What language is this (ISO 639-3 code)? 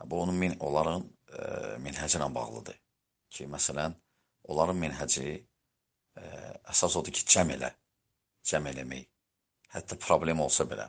aze